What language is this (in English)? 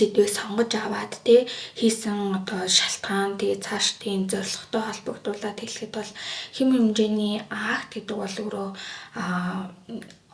Mongolian